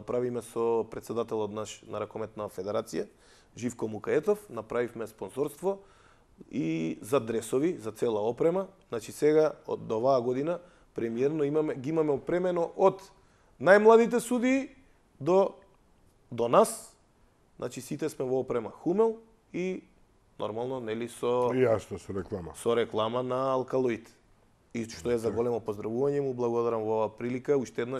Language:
Macedonian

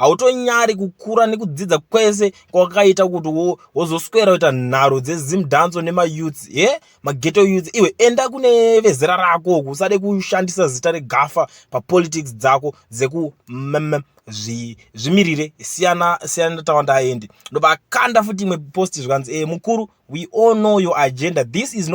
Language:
Shona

